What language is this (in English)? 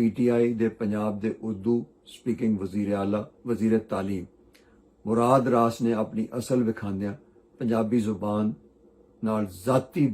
Western Panjabi